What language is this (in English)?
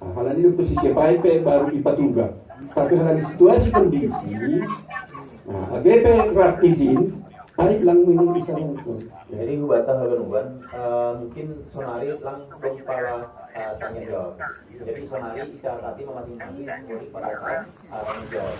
Batak Simalungun